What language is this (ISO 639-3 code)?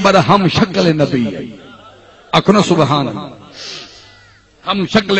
skr